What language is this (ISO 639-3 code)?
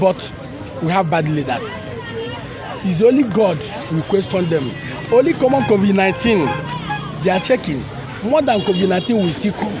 pcm